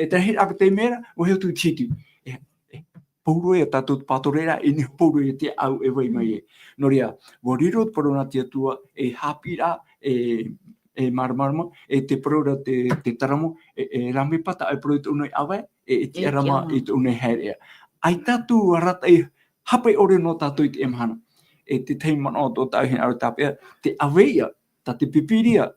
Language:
Tahitian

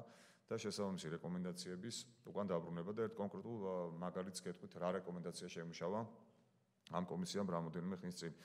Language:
Georgian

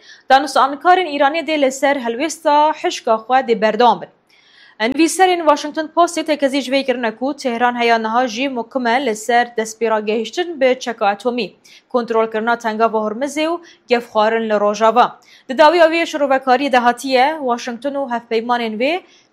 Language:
Kurdish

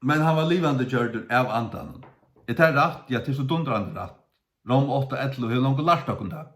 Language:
Faroese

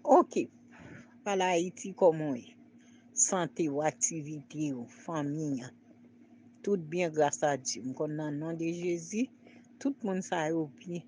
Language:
Haitian Creole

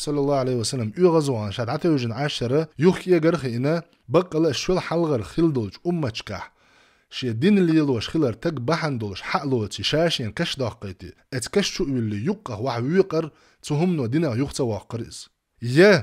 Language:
Chechen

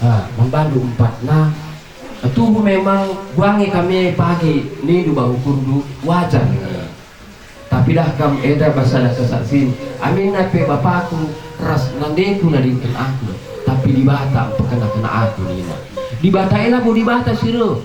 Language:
Batak Karo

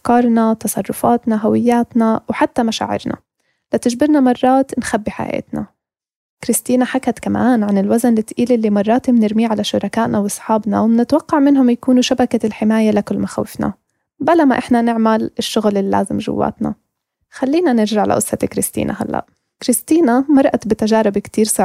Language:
North Levantine Arabic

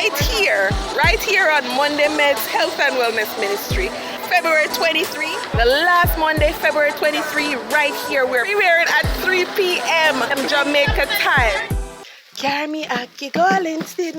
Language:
Jamaican Creole English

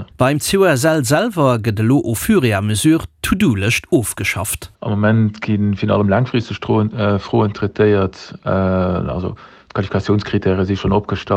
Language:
Luxembourgish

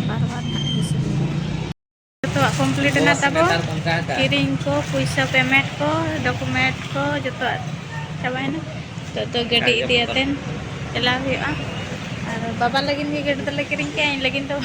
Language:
Santali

